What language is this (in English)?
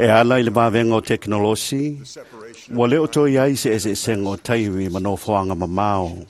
Samoan